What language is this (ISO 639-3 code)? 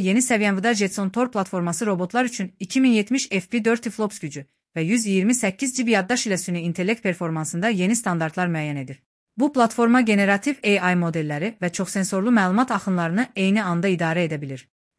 aze